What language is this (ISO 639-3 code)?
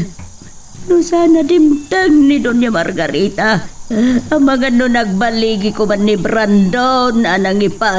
ilo